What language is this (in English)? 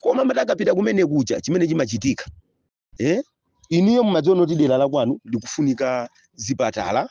Nyanja